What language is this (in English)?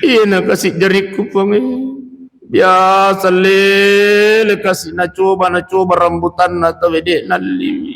Buginese